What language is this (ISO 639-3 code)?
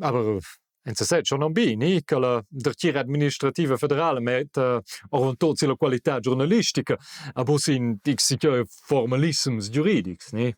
roh